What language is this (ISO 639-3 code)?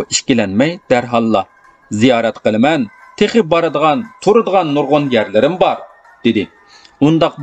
uig